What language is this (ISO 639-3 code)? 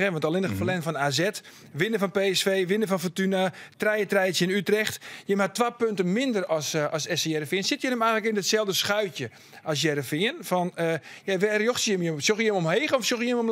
fry